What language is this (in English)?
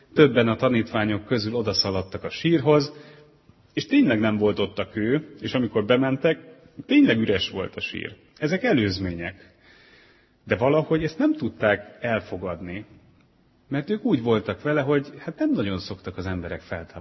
Hungarian